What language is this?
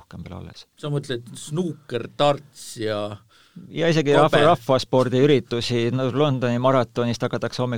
Estonian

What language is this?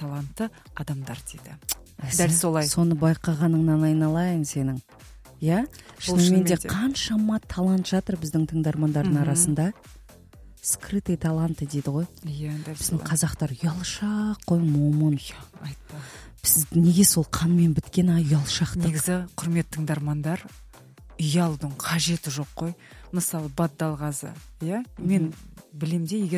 Kazakh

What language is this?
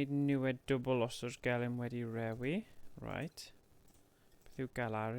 Welsh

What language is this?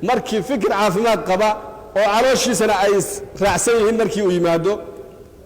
Somali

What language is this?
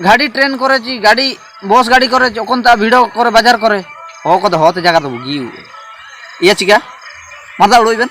Ho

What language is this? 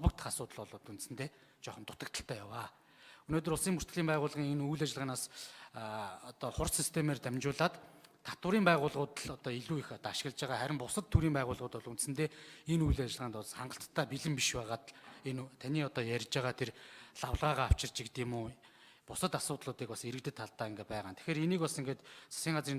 Mongolian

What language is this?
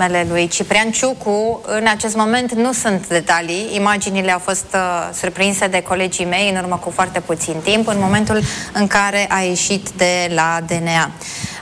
Romanian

